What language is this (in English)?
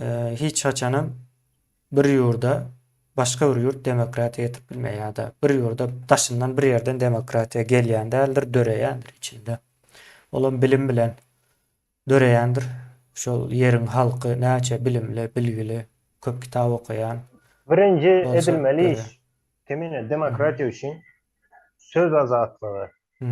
Turkmen